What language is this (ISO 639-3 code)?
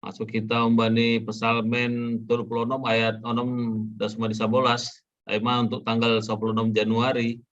bts